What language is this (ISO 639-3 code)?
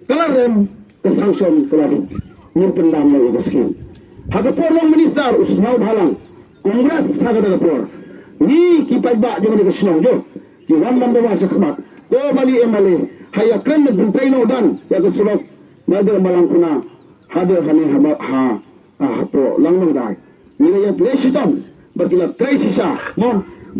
kha